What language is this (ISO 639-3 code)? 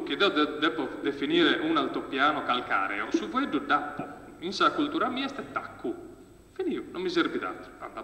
srd